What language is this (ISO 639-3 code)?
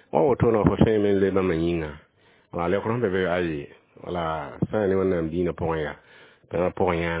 mos